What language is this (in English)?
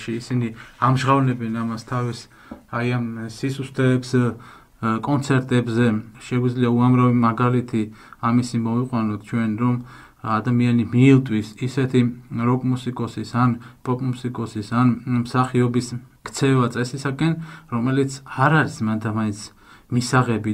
Georgian